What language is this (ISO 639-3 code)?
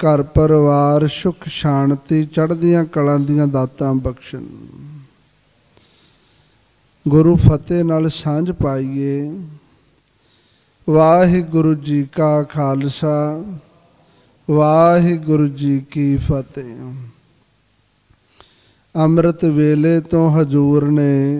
pan